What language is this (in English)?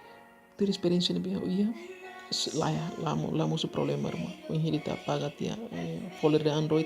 Tetum